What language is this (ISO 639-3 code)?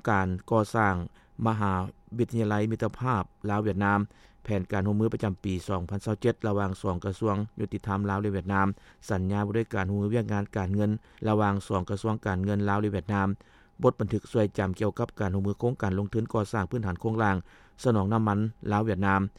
lao